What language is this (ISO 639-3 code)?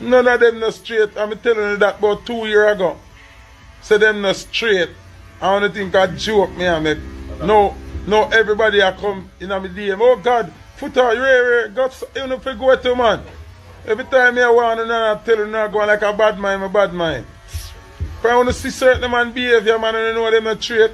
jam